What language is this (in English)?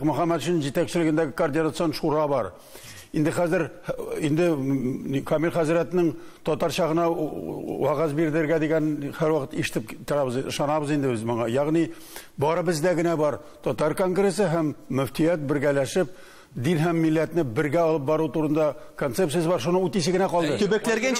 Tatar